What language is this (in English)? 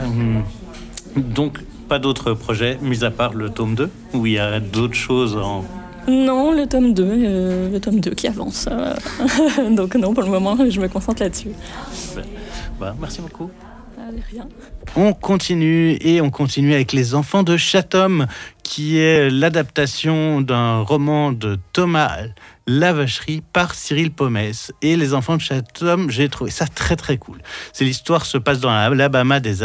French